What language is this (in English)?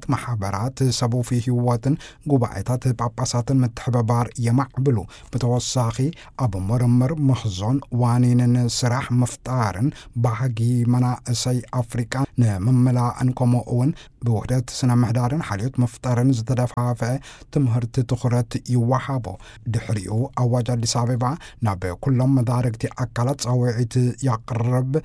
Tigrinya